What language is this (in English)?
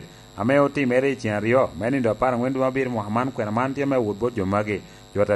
Lango (Uganda)